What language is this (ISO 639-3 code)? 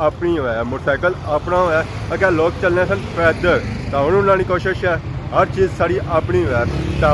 phr